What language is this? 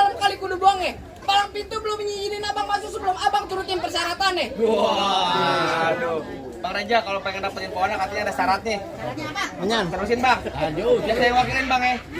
Betawi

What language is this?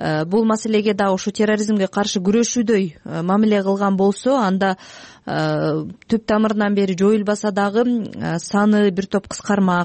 Kyrgyz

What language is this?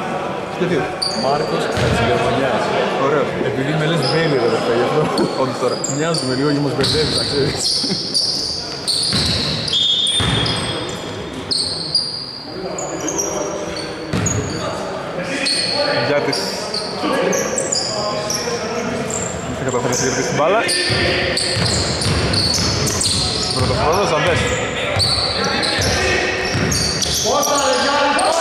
Greek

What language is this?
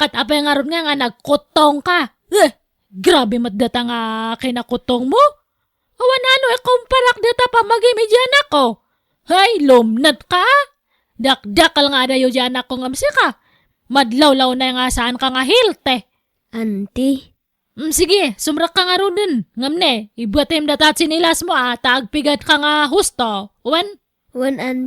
Iloko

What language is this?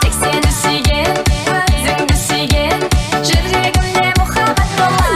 Kara-Kalpak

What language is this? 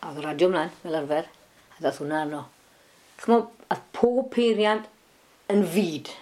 Welsh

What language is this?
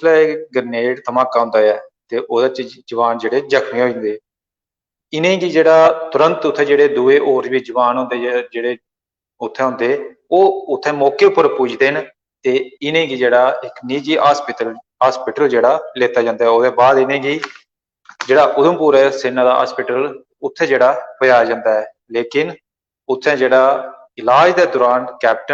Dogri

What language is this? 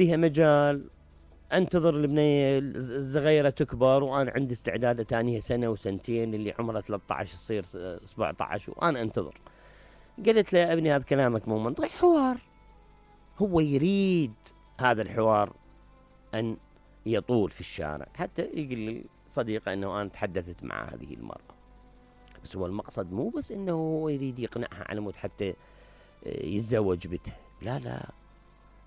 Mesopotamian Arabic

